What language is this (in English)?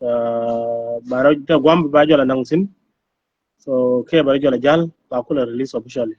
Nuer